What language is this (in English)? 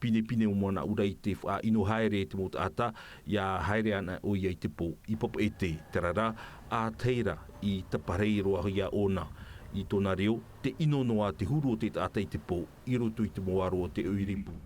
Tahitian